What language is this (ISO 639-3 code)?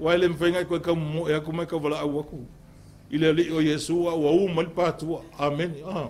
smo